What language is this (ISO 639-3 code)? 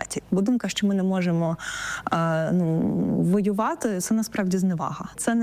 ukr